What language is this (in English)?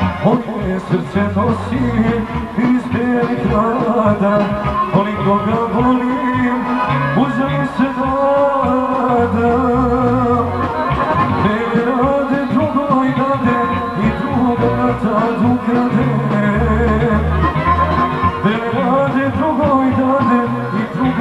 Serbian